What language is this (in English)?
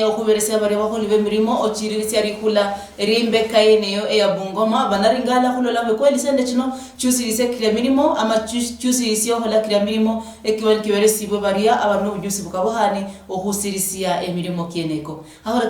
Luyia